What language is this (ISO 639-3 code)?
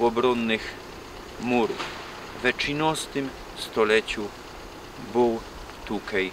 szl